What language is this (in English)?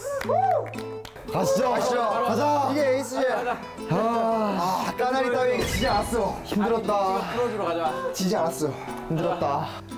Korean